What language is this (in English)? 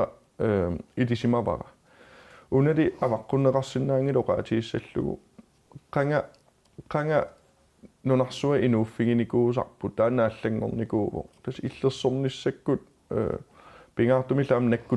Kalaallisut